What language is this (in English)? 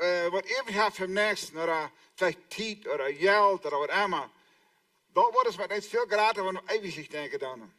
Plautdietsch